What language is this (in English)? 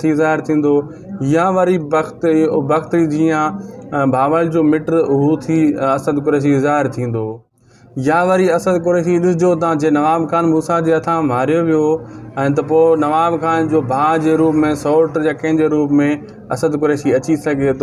Sindhi